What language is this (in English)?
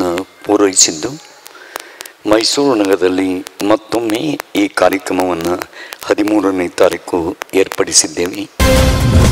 Kannada